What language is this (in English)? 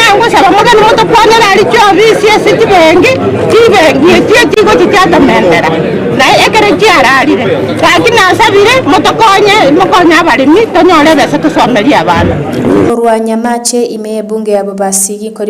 Gusii